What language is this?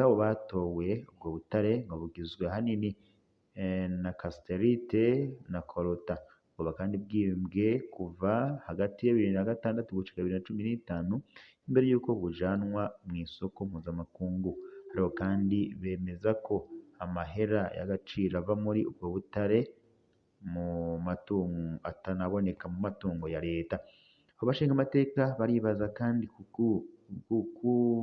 Rundi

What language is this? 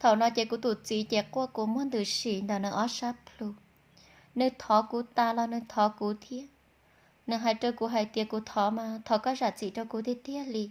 Hmong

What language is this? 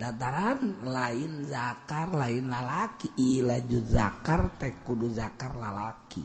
Sundanese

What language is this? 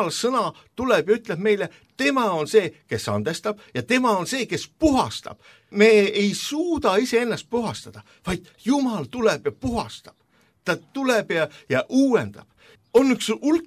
Estonian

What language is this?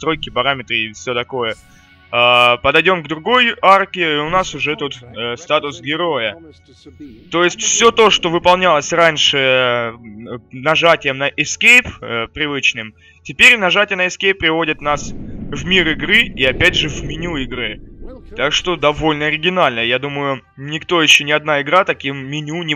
Russian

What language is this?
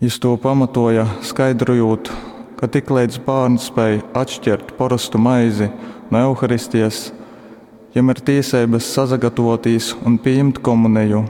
Latgalian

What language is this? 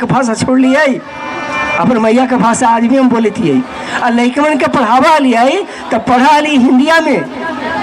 Magahi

